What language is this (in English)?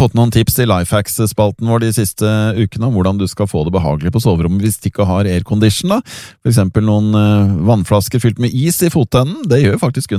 Norwegian